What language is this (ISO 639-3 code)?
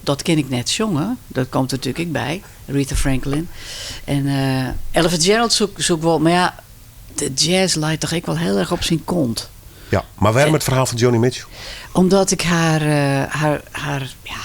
fry